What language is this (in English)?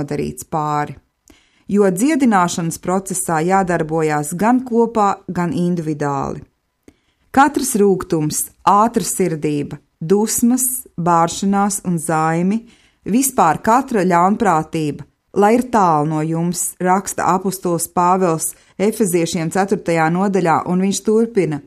Latvian